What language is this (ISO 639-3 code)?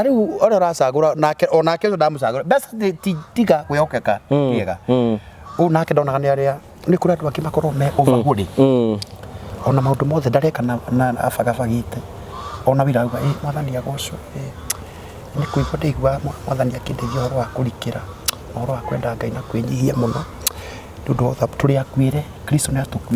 kik